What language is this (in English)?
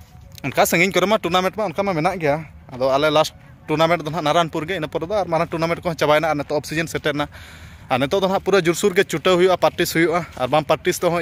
Santali